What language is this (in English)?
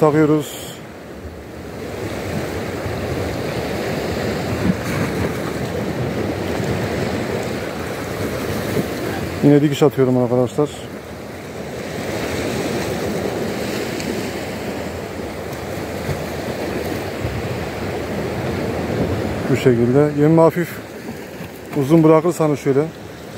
Turkish